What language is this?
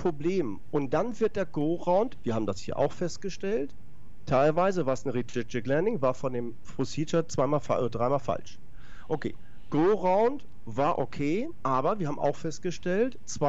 German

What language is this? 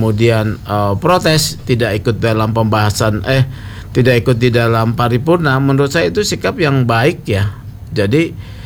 Indonesian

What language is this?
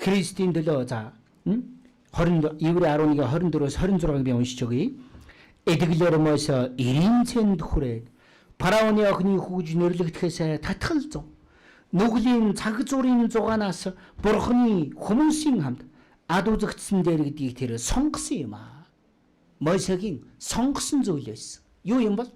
Mongolian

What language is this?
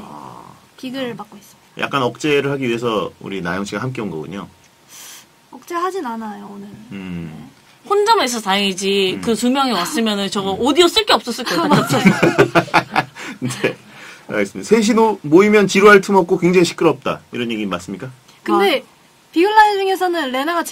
Korean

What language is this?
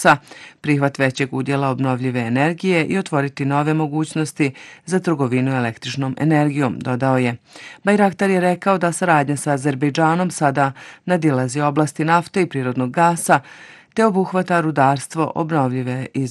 Bosnian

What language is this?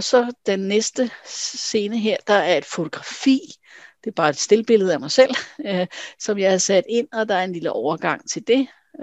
Danish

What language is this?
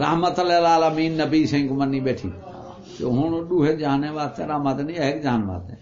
Saraiki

